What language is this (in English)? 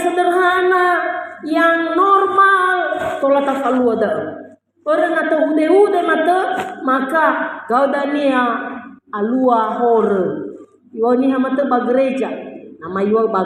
Nias